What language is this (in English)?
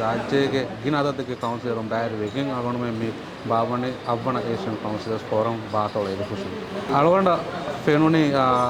Divehi